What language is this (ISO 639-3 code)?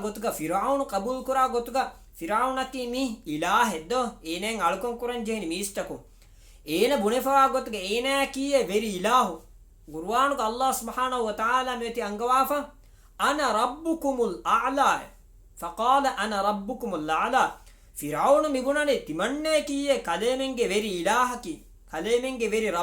div